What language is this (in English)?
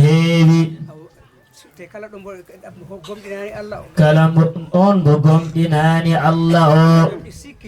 Fula